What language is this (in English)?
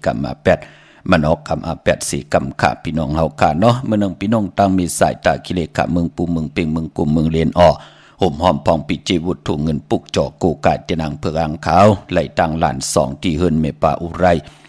Shan